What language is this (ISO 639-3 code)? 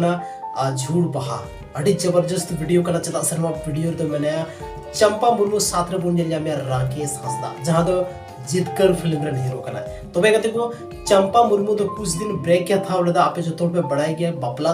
sat